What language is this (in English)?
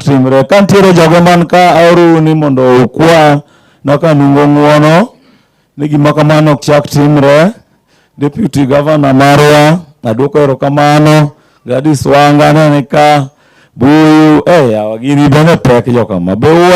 Luo (Kenya and Tanzania)